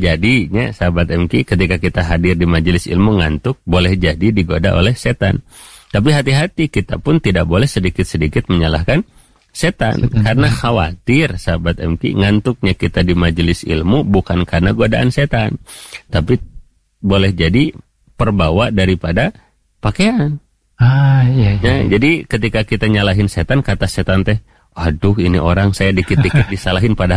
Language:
Indonesian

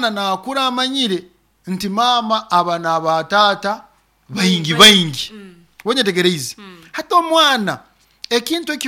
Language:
Nyoro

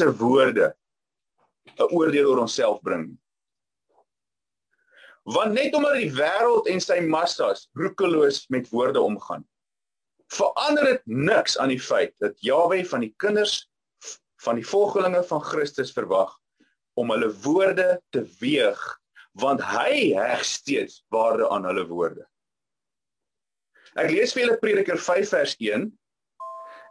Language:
Afrikaans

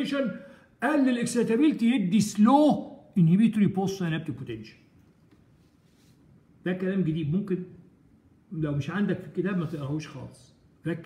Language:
Egyptian Arabic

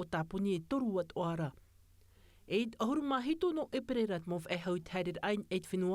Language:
Tahitian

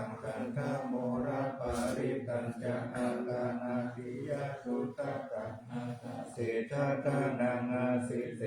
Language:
Pali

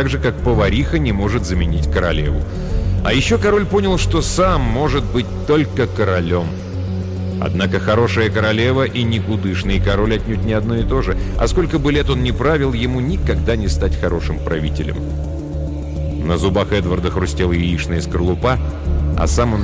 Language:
Russian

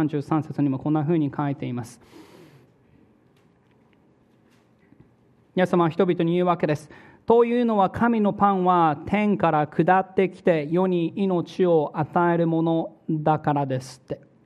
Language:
Japanese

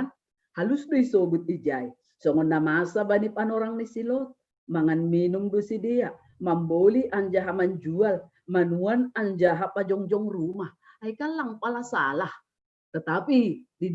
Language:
Batak Simalungun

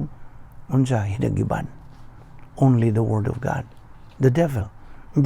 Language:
Cebuano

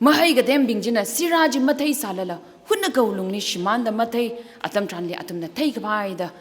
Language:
Tangkhul Naga (India)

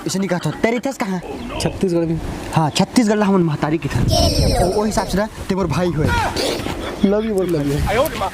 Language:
Chhattisgarhi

